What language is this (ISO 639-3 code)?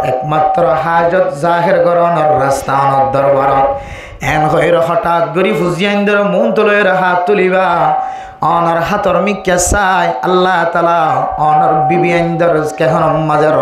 rhg